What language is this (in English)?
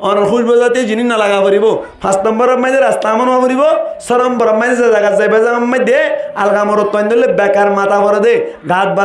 Rohingya